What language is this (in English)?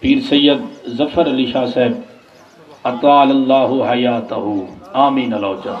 Saraiki